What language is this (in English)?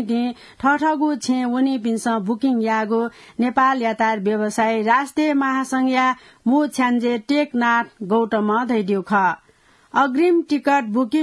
Newari